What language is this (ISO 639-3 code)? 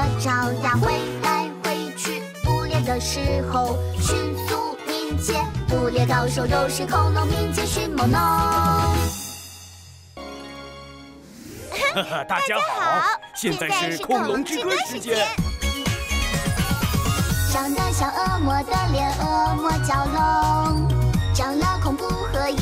zho